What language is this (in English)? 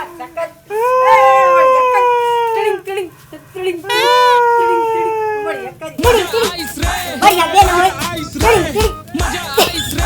Chhattisgarhi